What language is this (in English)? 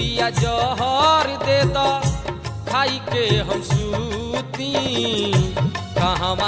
Bhojpuri